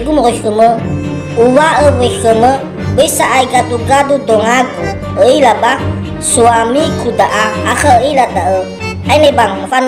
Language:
Nias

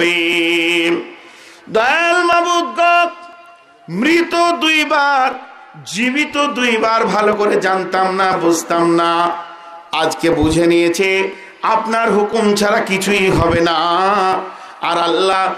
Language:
Bangla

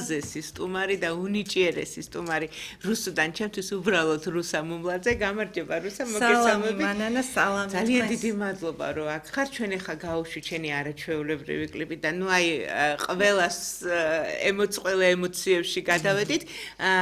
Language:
Georgian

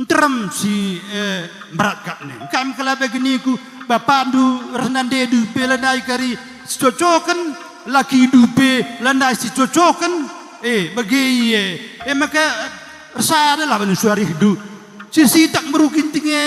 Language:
Batak Karo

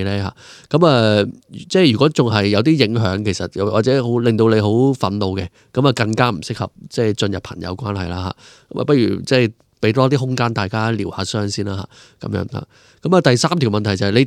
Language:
Cantonese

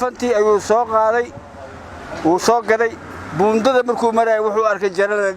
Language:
Somali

